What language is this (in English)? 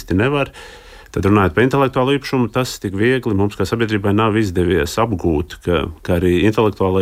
Latvian